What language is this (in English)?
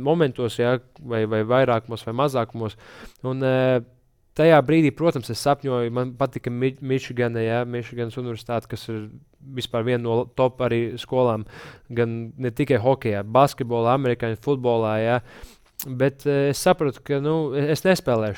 Latvian